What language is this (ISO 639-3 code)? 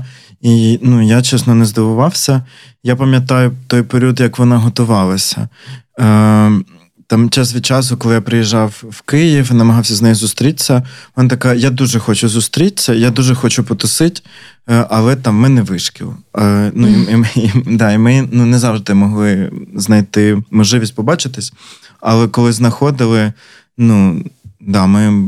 ukr